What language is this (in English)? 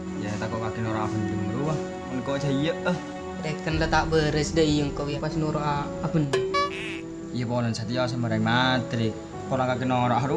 Madurese